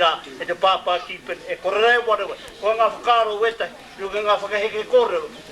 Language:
Māori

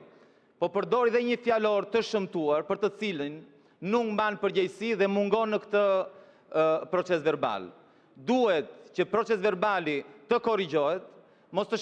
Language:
Albanian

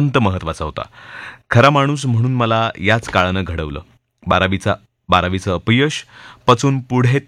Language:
Marathi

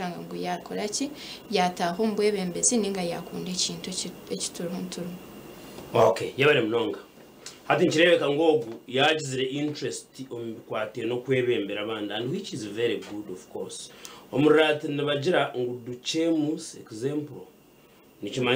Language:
Nyankole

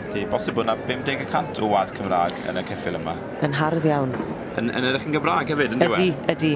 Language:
Welsh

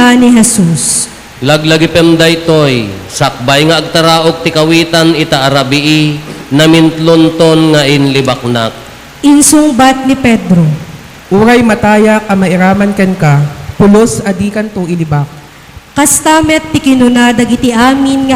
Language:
Iloko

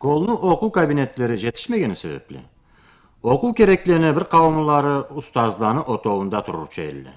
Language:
Karachay-Balkar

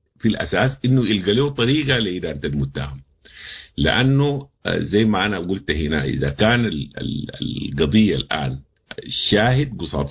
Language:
Sudanese Arabic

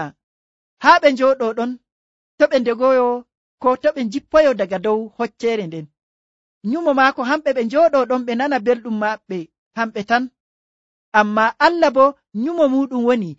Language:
Nigerian Fulfulde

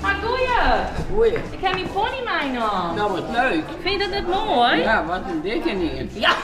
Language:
Western Frisian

